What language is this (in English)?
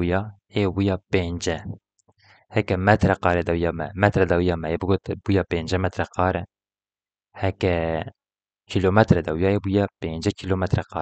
Kurdish